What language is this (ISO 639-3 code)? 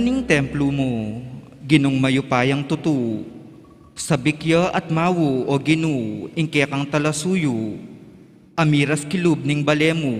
pam